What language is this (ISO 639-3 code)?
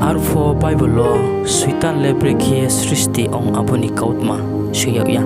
ria